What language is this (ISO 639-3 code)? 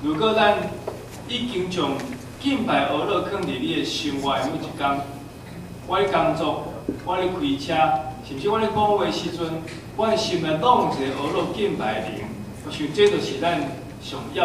nan